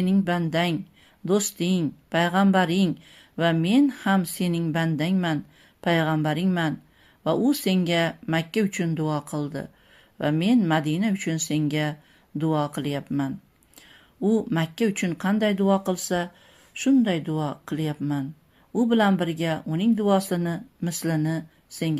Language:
Uzbek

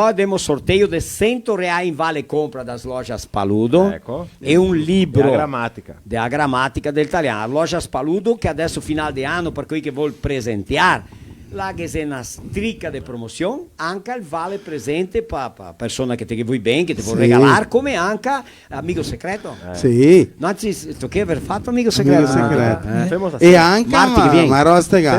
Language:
Venetian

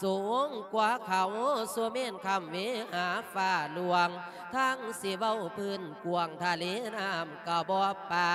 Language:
Lao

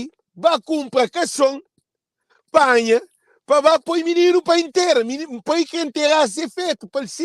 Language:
Kabuverdianu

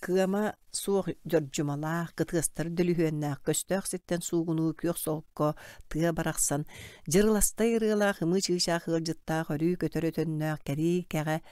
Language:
Yakut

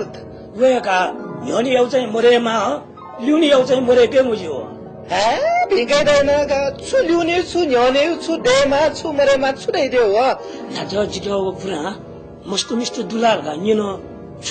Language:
Newari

